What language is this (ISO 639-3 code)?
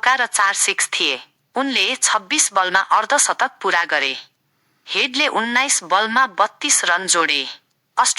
nep